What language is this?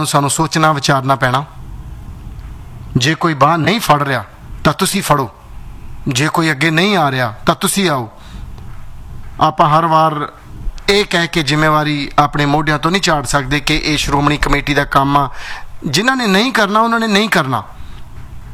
Punjabi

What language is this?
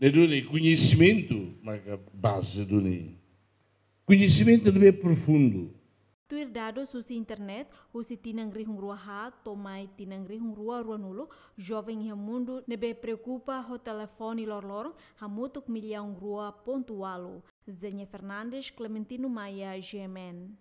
Tetum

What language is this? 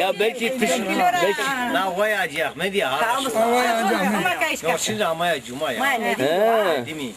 Zaza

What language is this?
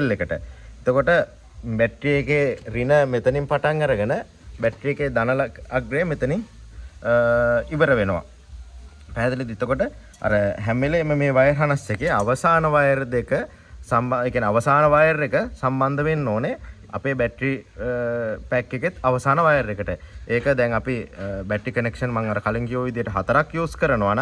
Sinhala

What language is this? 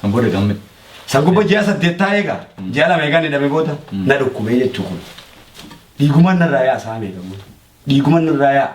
Oromo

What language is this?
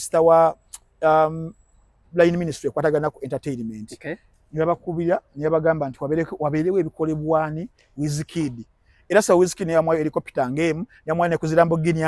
Ganda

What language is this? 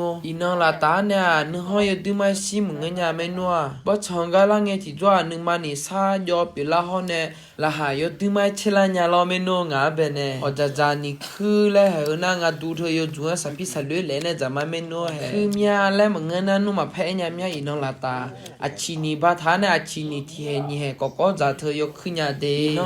Akha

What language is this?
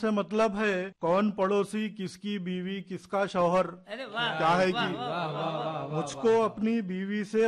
Hindi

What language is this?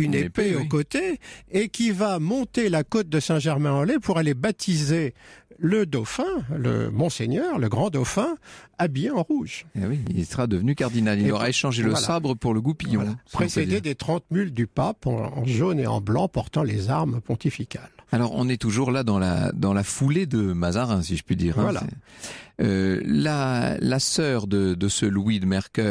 French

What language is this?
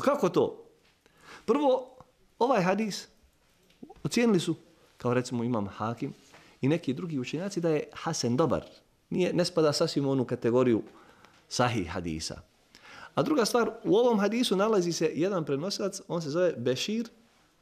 Bosnian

